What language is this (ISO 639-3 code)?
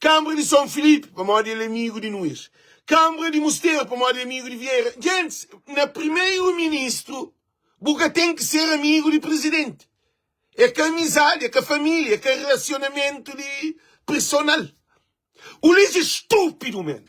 kea